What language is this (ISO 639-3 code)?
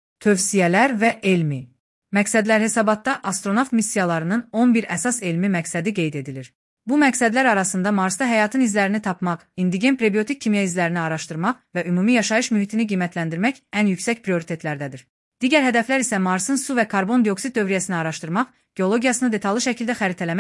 aze